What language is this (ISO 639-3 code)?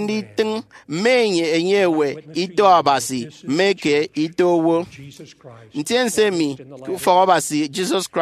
efi